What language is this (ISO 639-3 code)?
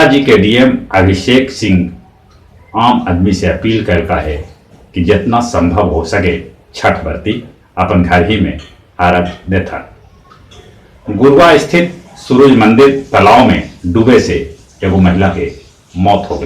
mag